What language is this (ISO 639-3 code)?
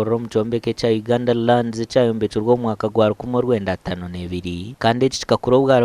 nyn